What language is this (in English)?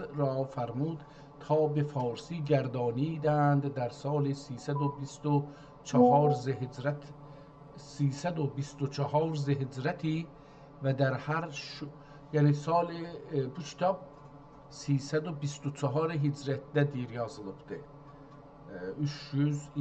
South Azerbaijani